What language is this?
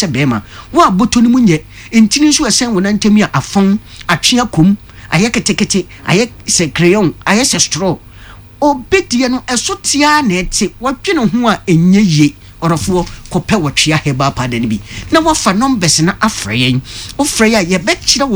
Akan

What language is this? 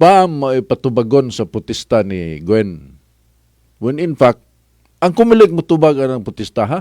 Cebuano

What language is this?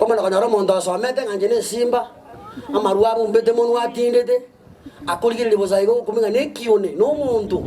Gusii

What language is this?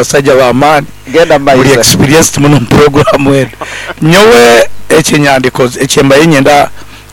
Nyoro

